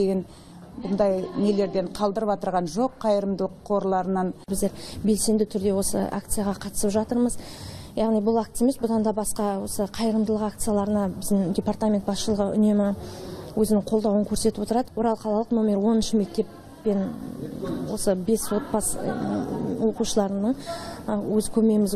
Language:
Kazakh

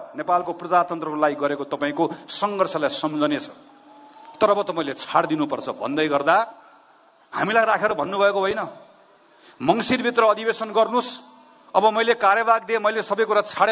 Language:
Nepali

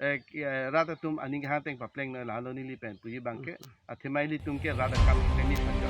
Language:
Karbi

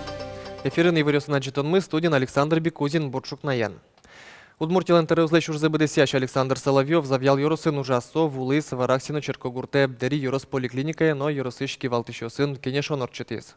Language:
Udmurt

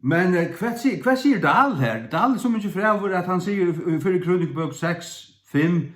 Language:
Faroese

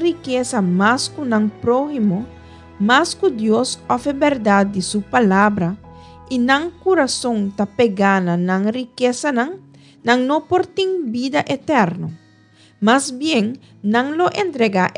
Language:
Papiamento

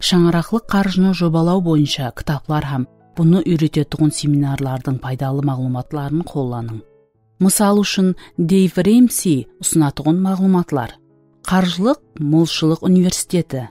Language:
Kara-Kalpak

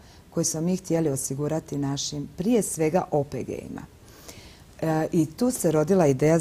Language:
Croatian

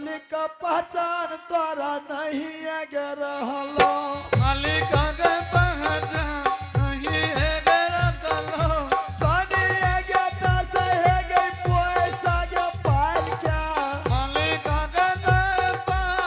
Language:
Angika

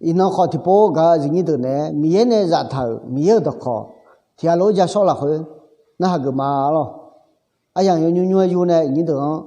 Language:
Akha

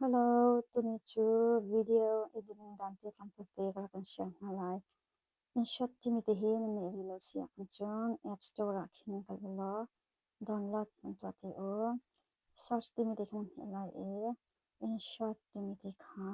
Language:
Hakha Chin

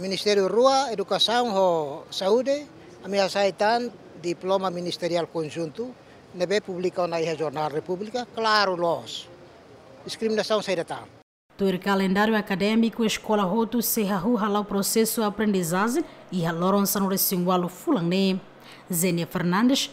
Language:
Tetum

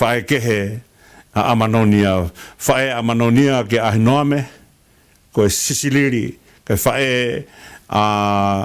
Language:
Tongan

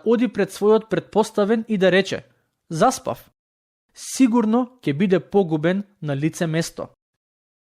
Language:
Macedonian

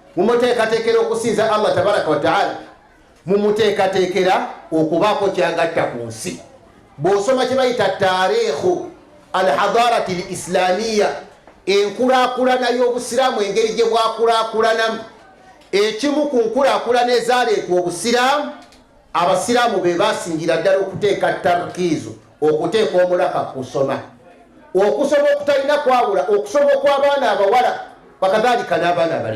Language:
Ganda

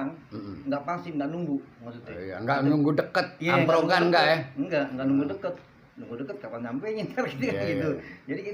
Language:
Betawi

